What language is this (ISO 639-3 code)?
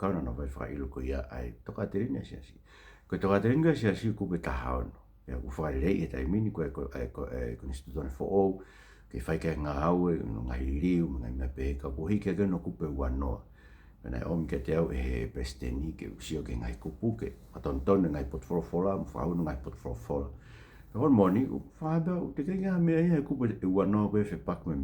ton